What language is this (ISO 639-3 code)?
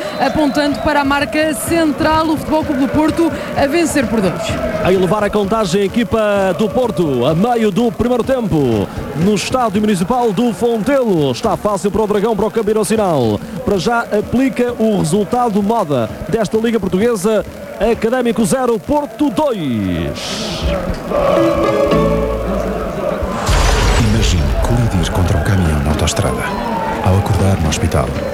por